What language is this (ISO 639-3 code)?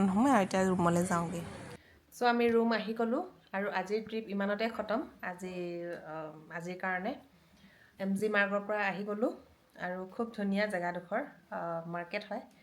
asm